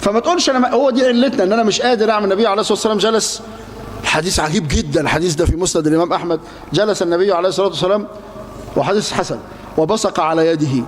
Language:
Egyptian Arabic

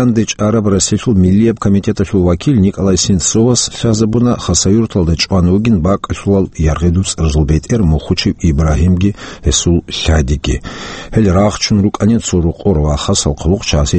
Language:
Avaric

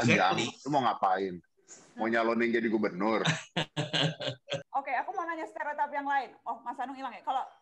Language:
Indonesian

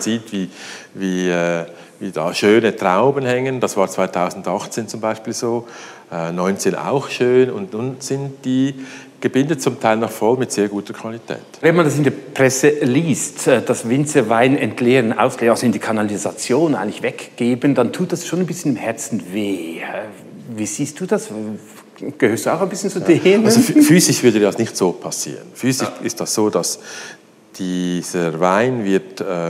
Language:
German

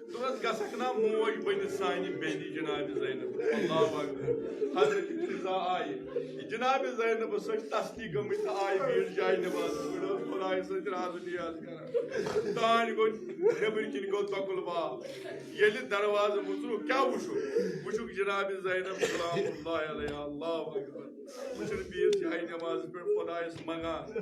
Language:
Kashmiri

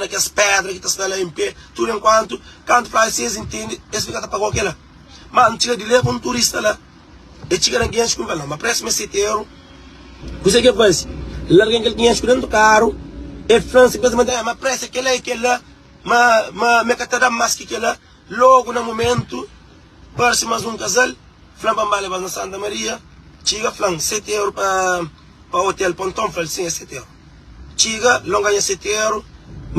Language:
Kabuverdianu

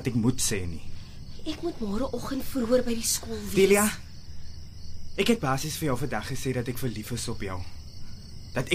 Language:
Afrikaans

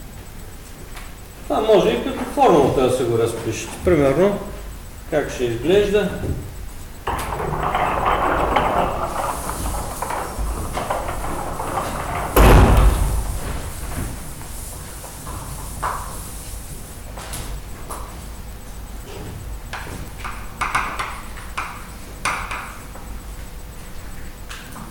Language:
Bulgarian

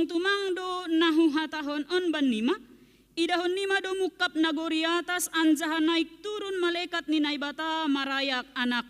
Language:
Batak Simalungun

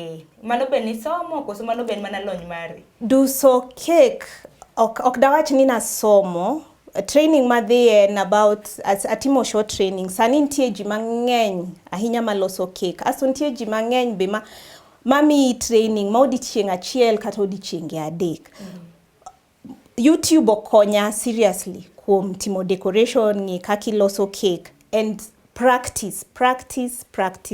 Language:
Luo (Kenya and Tanzania)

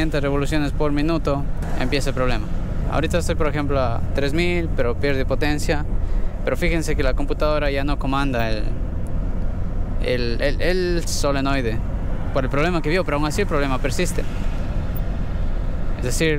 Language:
Spanish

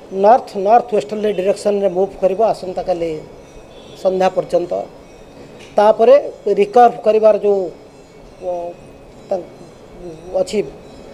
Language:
Odia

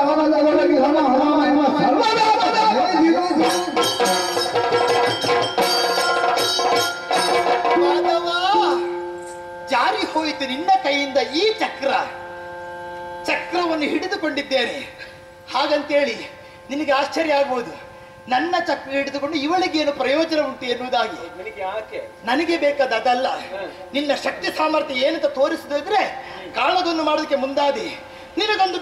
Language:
Kannada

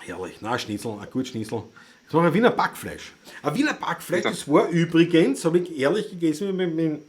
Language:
Bavarian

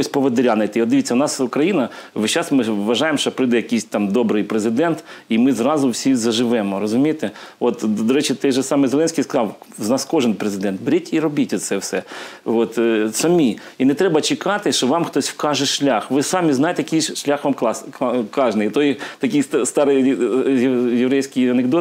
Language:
Ukrainian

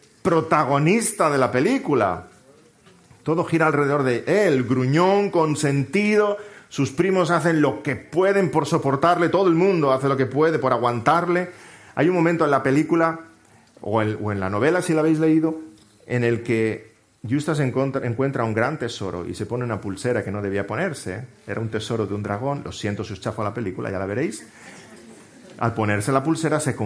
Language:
Spanish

